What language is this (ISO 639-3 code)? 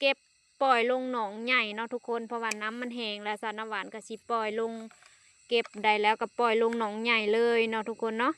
lao